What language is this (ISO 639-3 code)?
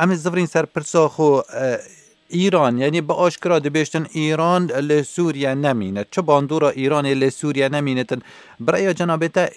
kur